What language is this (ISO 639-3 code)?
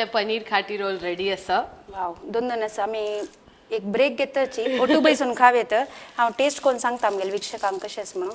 kok